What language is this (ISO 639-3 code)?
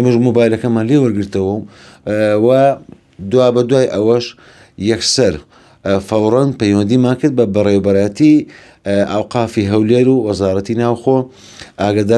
ckb